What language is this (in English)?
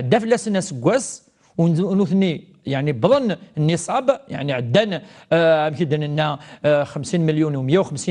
Kabyle